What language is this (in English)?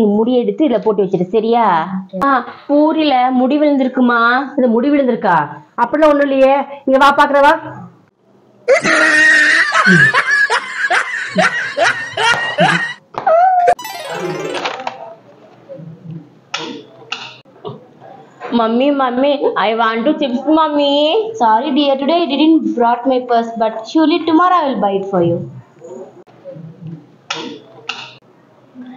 Tamil